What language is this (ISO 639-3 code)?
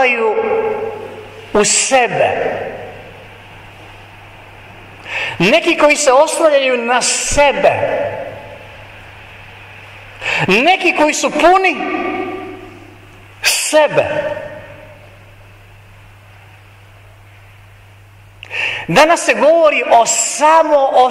hrv